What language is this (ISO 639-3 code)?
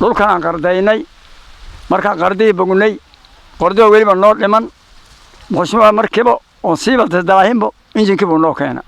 som